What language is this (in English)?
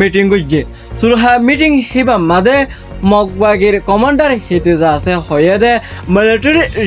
Rohingya